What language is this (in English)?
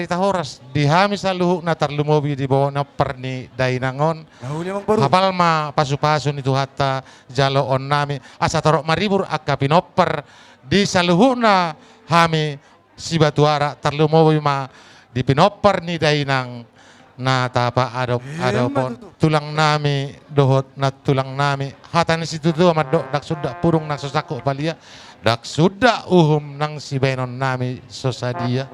Batak Toba